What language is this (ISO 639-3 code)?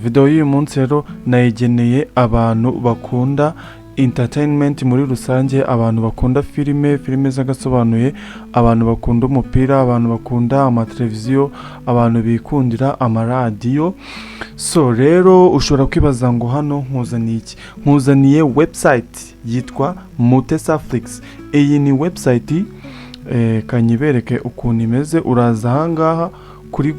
kin